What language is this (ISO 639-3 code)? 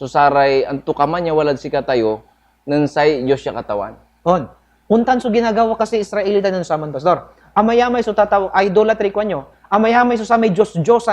pag